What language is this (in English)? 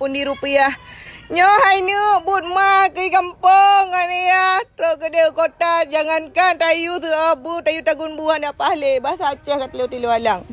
Achinese